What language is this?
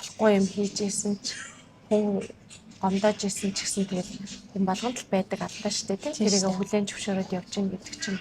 Mongolian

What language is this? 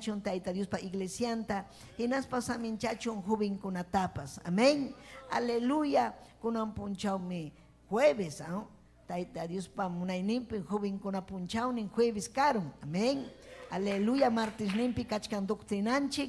Ayacucho Quechua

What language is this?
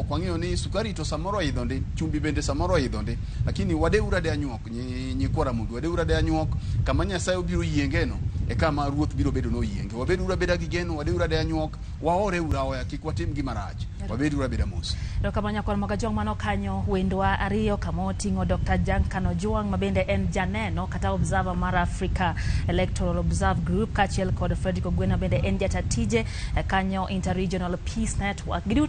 Luo (Kenya and Tanzania)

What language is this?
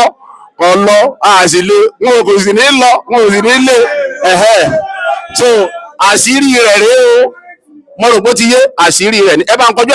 Yoruba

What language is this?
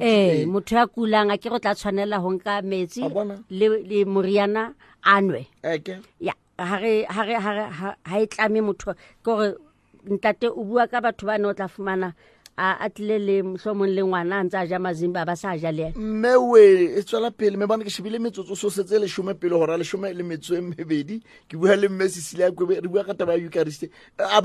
Southern Sotho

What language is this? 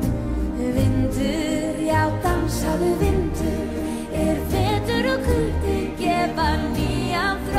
Icelandic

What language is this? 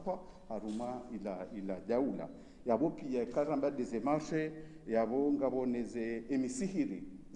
Ngazidja Comorian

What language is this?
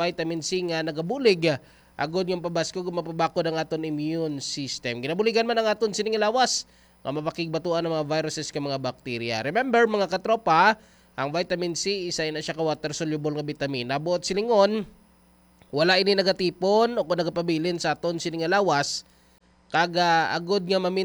Hiligaynon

